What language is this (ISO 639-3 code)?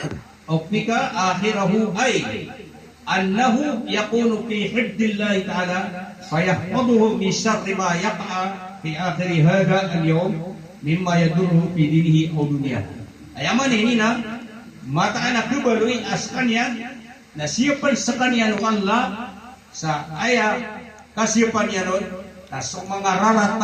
mrw